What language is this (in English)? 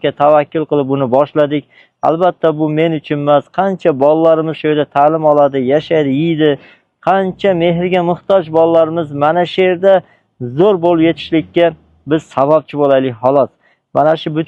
Uzbek